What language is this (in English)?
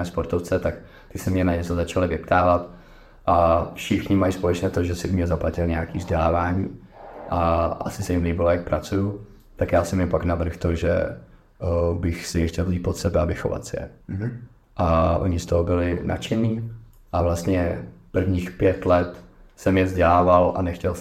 Czech